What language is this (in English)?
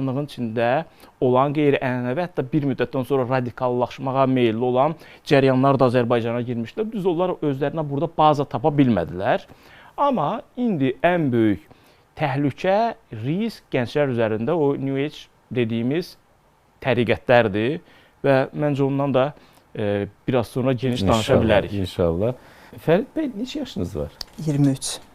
Azerbaijani